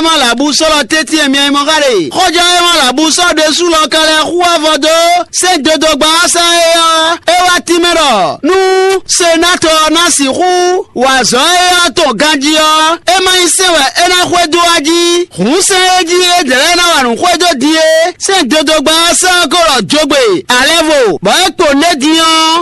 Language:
Fon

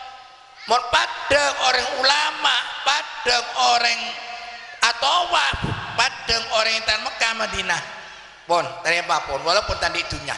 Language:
Madurese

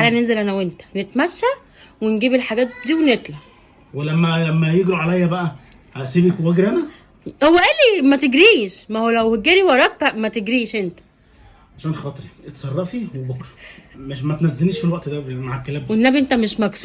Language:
Egyptian Arabic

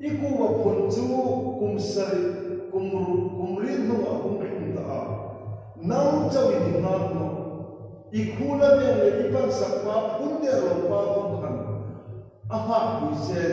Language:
Hmar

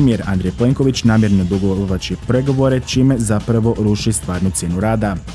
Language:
Croatian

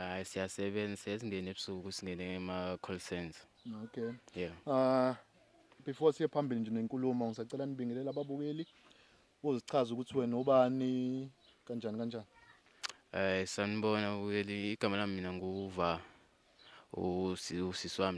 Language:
Zulu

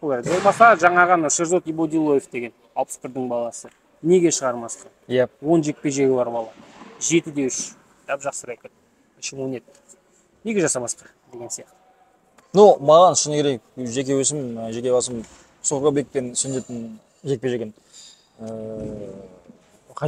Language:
Kazakh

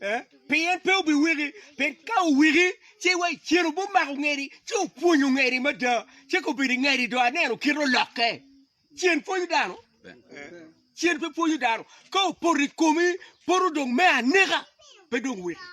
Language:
Acoli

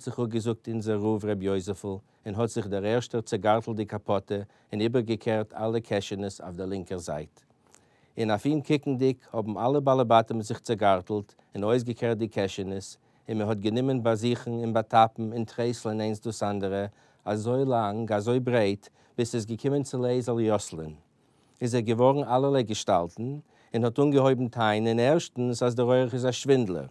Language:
Yiddish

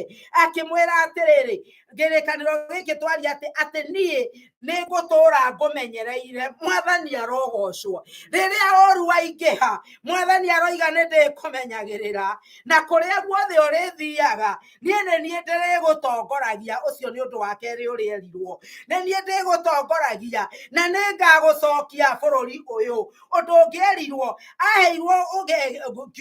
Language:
Kikuyu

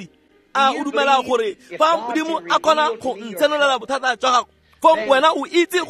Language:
Tswana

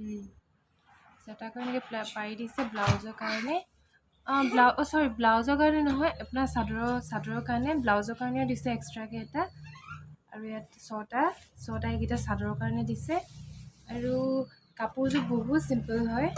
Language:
Assamese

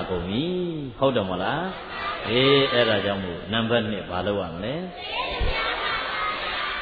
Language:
Burmese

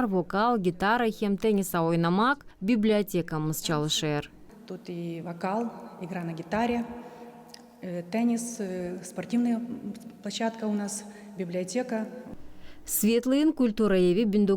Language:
Gagauz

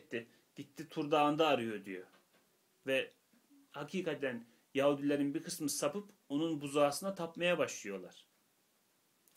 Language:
Turkish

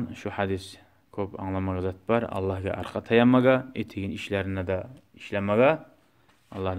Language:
Kumyk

